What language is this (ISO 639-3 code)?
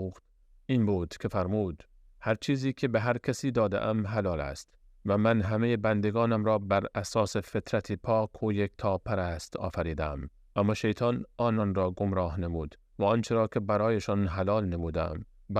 fas